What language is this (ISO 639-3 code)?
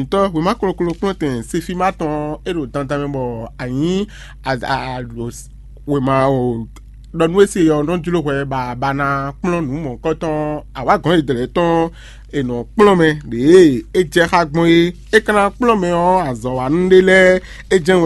fon